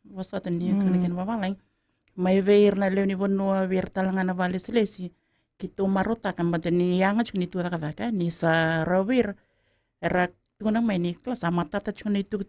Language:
Fijian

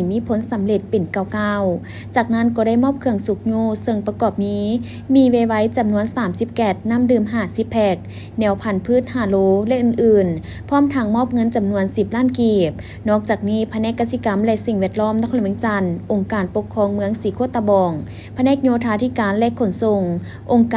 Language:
Lao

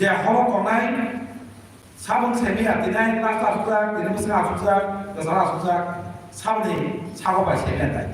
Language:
Kok Borok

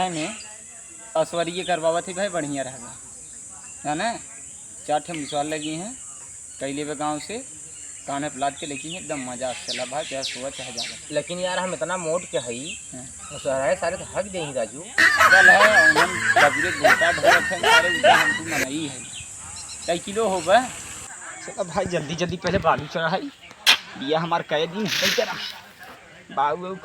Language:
Awadhi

